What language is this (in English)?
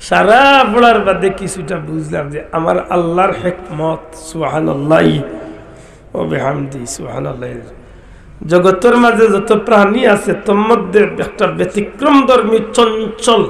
Sylheti